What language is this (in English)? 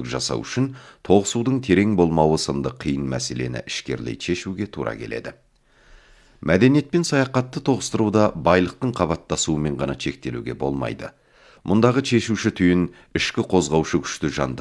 Kazakh